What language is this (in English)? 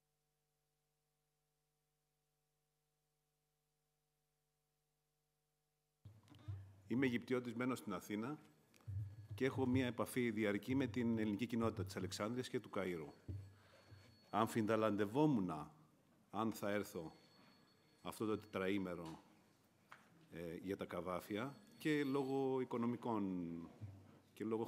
Greek